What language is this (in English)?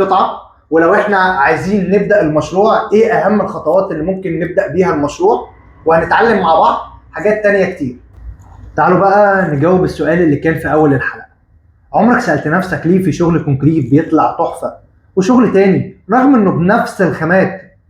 Egyptian Arabic